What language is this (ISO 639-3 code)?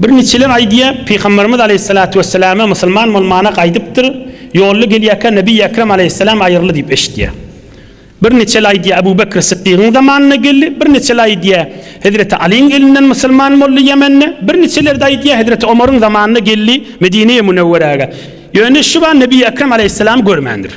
tuk